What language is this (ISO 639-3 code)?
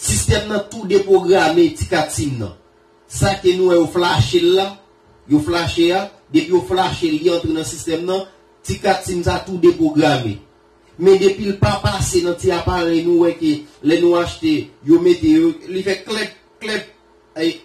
hat